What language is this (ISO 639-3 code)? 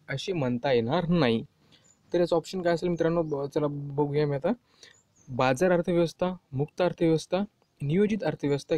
mar